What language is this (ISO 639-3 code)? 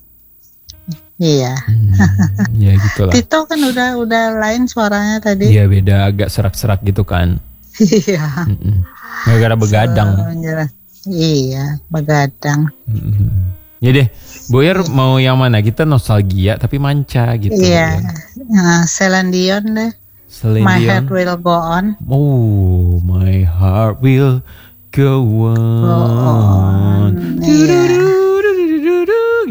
ind